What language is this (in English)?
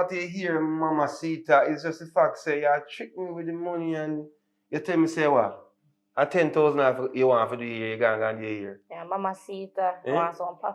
Jamaican Creole English